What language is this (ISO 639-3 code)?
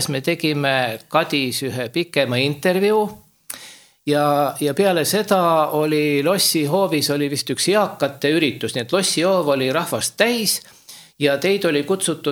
est